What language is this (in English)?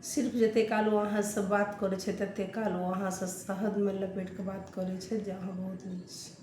Maithili